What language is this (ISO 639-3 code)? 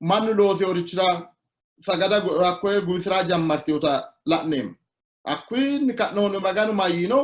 sid